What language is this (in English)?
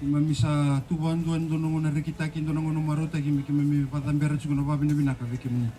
Fijian